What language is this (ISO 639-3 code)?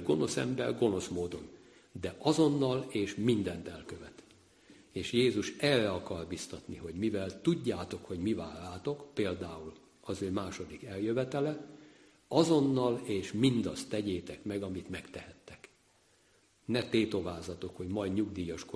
hun